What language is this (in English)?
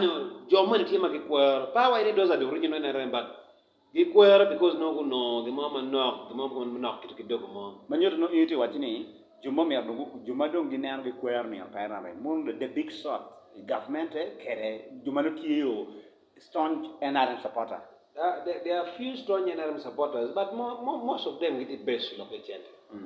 Acoli